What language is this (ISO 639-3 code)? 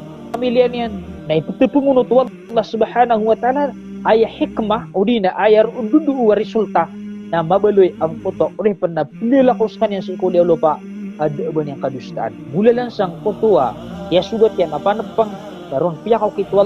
mrw